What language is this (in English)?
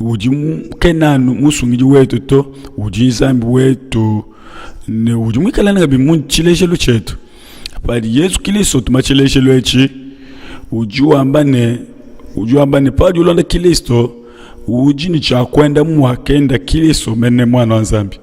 Luba-Lulua